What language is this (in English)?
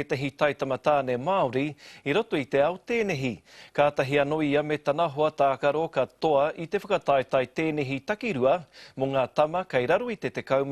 Māori